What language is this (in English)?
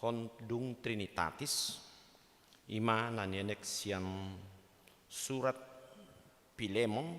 Batak Toba